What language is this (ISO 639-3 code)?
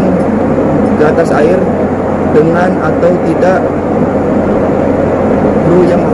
ind